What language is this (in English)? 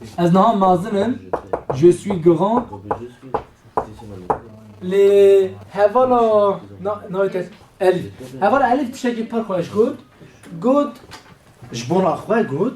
Kurdish